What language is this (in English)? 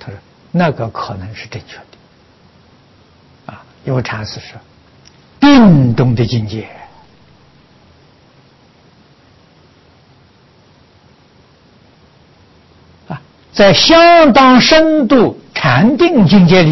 Chinese